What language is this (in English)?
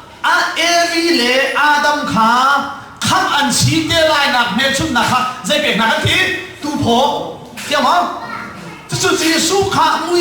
Hakha Chin